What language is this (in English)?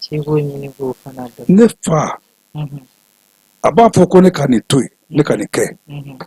Bambara